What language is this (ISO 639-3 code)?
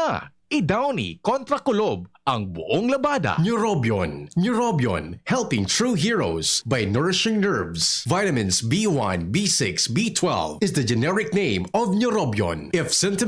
bik